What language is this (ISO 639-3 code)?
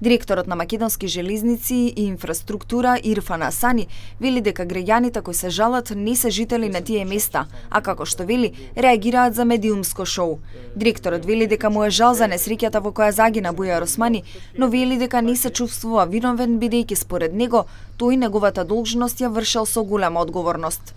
mkd